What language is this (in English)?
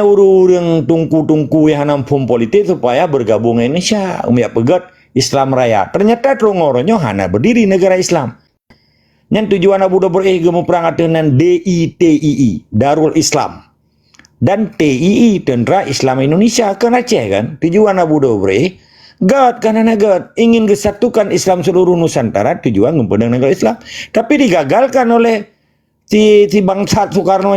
Achinese